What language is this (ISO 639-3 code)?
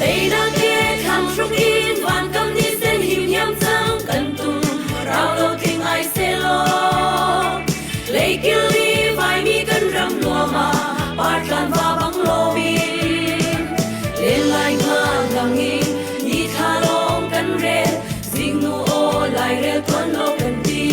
cnh